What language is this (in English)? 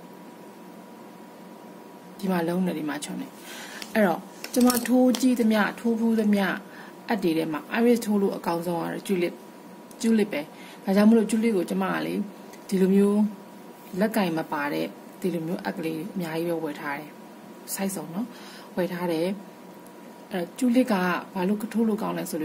Burmese